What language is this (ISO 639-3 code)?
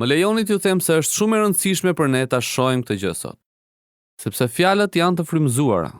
sqi